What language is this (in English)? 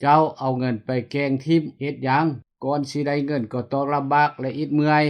Lao